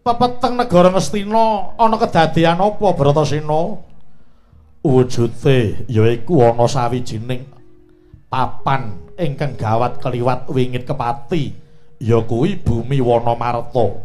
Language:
Javanese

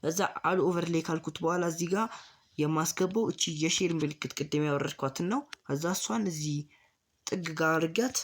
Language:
Amharic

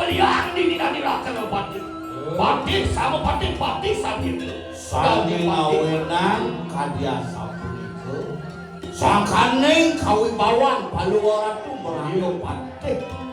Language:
Balinese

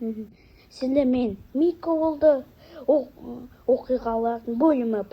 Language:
Kazakh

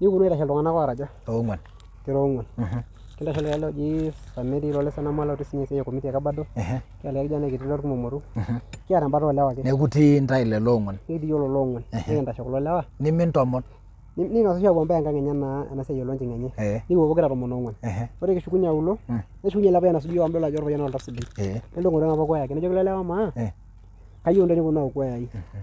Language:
Masai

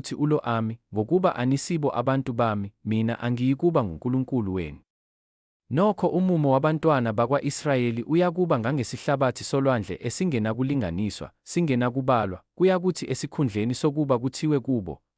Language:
Zulu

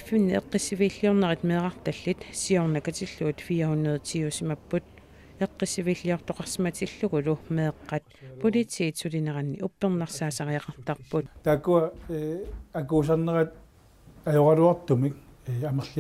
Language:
Kalaallisut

